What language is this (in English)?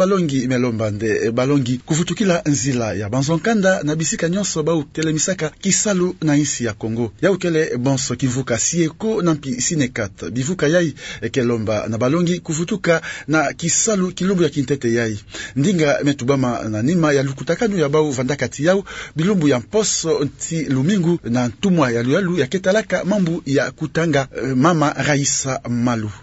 Kituba (Democratic Republic of Congo)